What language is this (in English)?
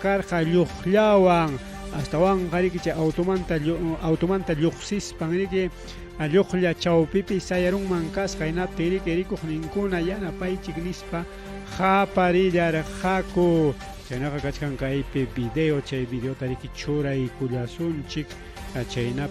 Ayacucho Quechua